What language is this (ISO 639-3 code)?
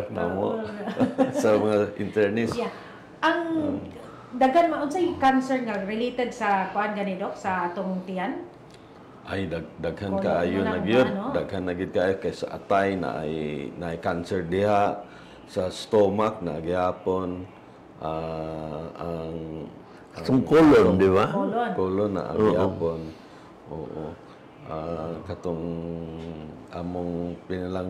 ceb